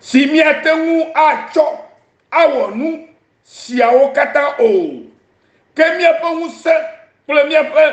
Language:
Ewe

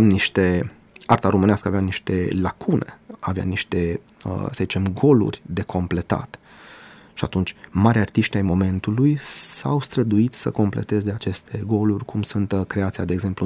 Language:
Romanian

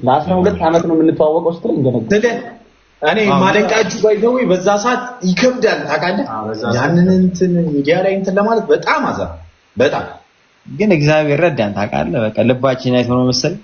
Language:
Amharic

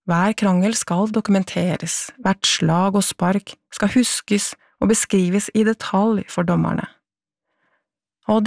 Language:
Norwegian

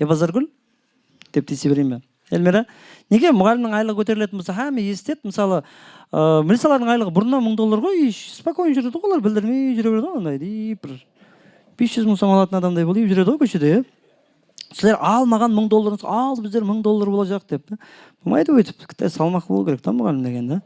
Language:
Kara-Kalpak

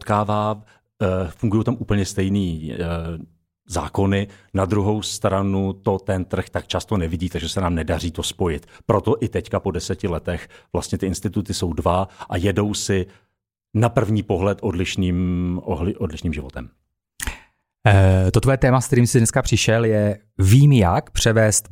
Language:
Czech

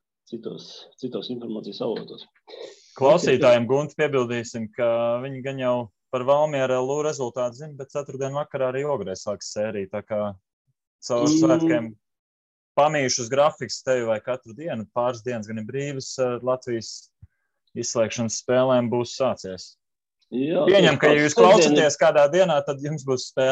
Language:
Latvian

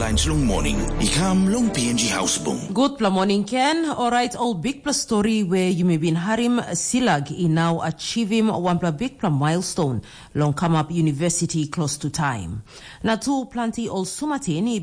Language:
Tok Pisin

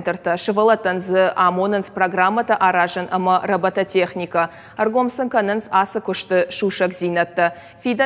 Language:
Ossetic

